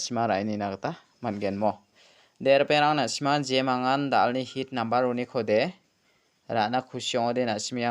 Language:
Garo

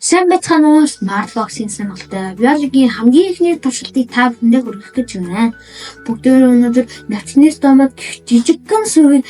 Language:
Mongolian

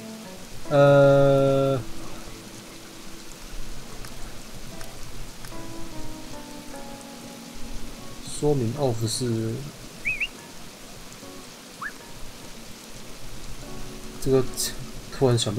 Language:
Chinese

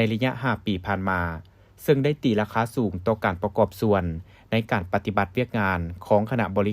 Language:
Lao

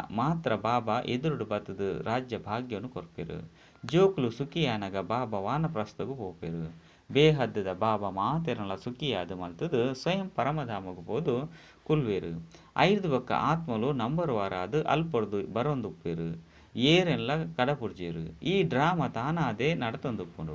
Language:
Tulu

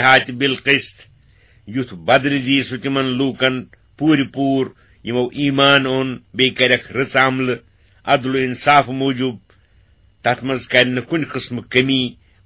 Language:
Kashmiri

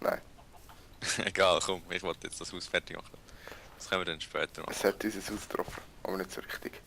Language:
Swiss German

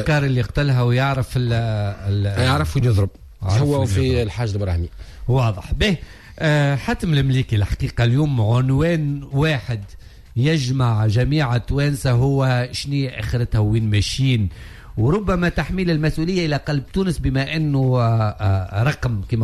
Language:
Tunisian Arabic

